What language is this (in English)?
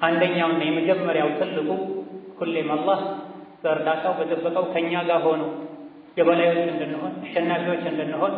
Amharic